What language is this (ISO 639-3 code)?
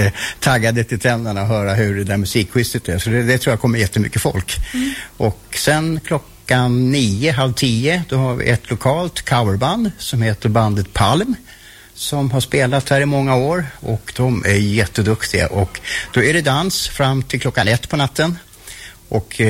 swe